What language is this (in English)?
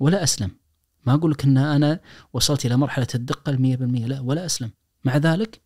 Najdi Arabic